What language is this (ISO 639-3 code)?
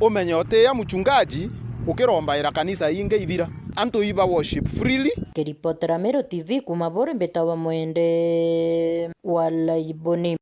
mer